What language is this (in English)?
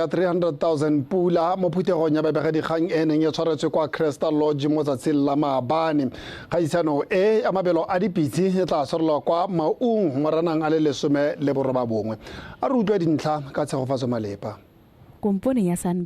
Tswana